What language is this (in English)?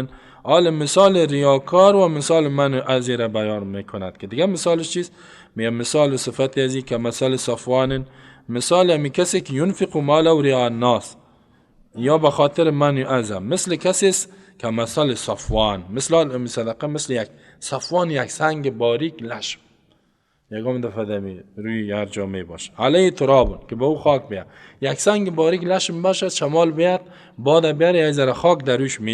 Persian